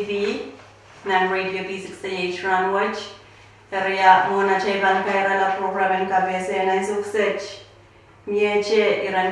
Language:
Pohnpeian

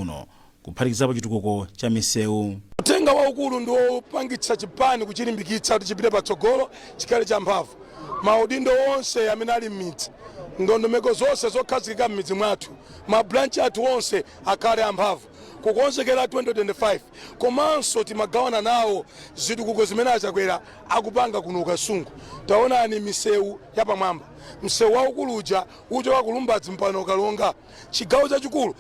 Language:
Nyanja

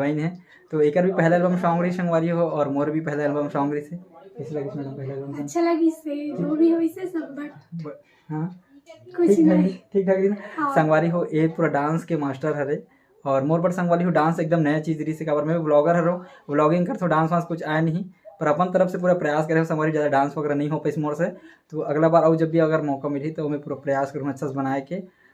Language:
Chhattisgarhi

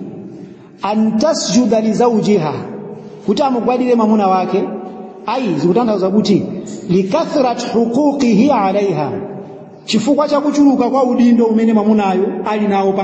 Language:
Nyanja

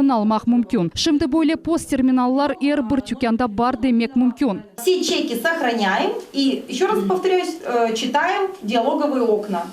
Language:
Crimean Tatar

